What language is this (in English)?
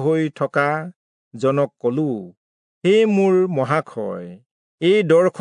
Assamese